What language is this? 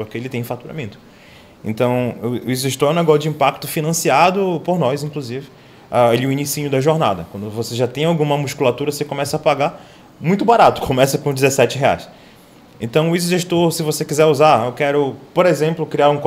Portuguese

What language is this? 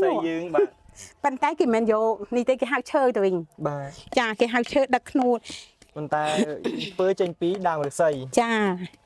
Khmer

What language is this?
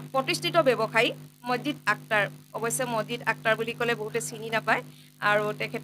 Assamese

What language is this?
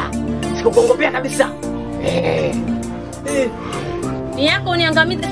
Swahili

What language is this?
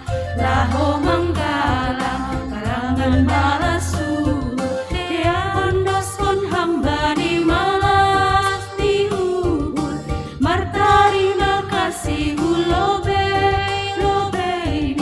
Batak Simalungun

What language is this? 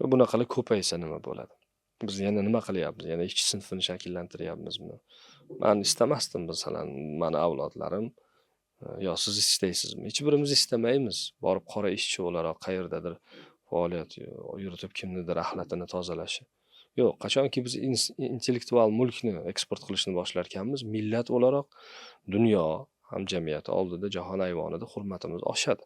Uzbek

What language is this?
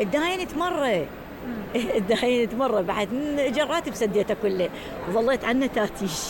Mesopotamian Arabic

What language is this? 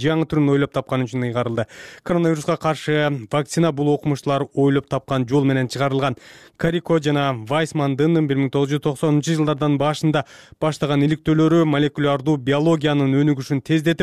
Kyrgyz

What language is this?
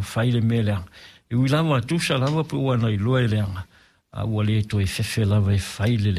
Samoan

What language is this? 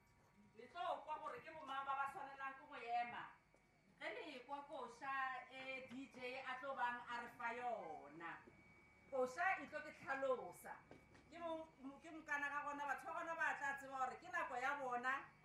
Northern Sotho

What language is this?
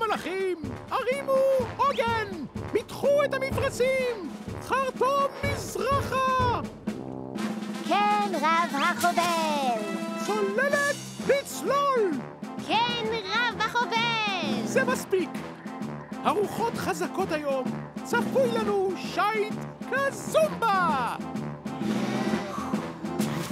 Hebrew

